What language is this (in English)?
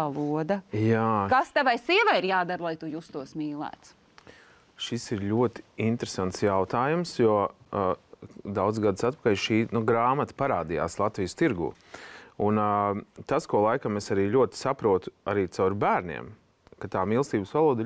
Latvian